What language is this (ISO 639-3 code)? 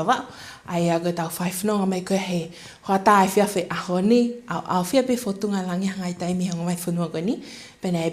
ton